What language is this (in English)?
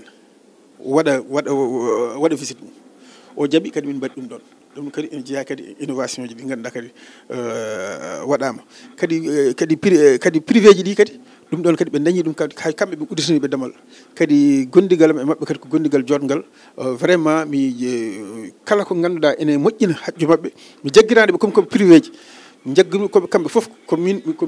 Fula